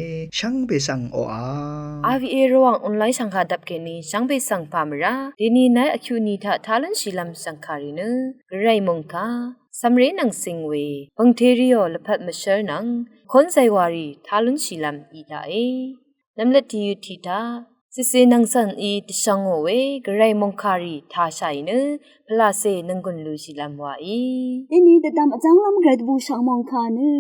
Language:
Rawang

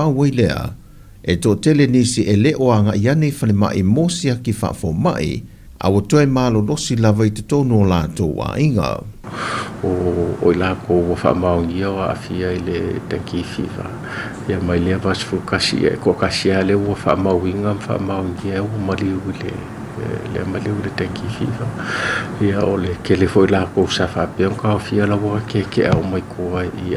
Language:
Samoan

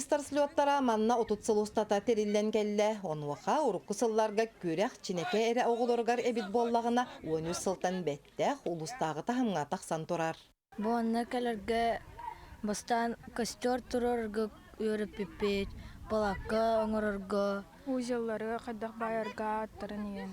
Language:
Yakut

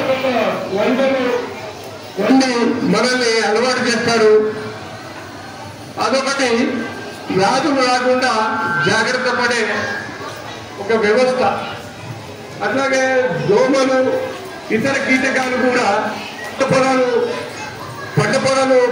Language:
Telugu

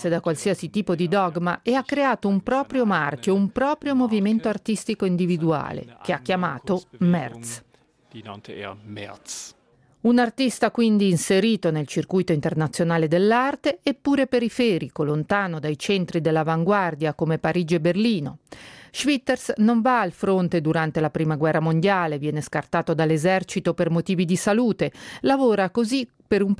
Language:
Italian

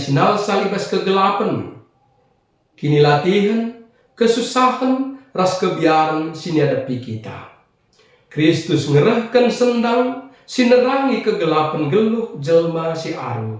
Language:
Batak Karo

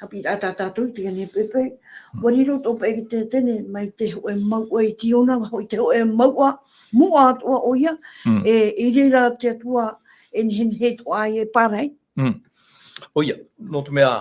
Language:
Tahitian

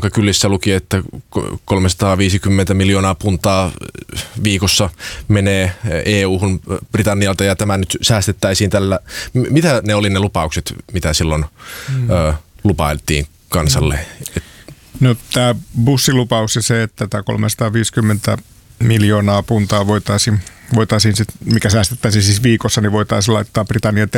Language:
Finnish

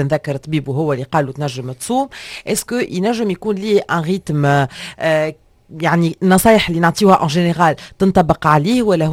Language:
Tunisian Arabic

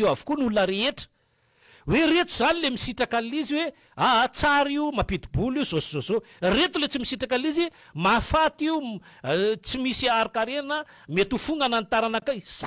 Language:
Malagasy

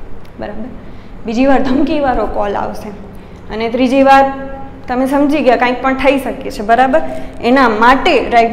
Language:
Gujarati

